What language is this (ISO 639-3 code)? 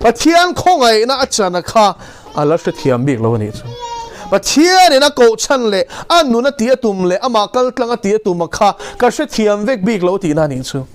lus